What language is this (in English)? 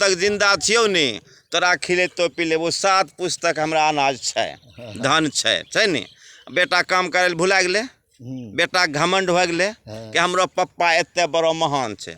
Angika